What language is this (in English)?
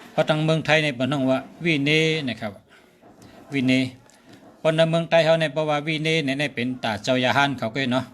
Shan